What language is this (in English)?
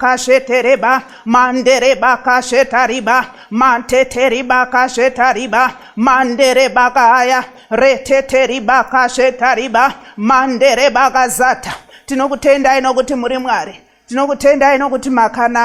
Shona